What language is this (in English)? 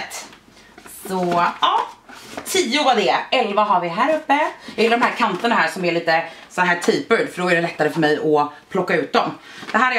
Swedish